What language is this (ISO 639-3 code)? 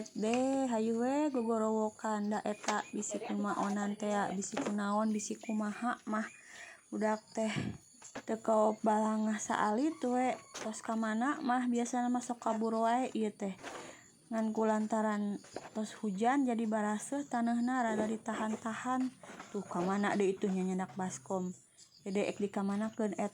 sun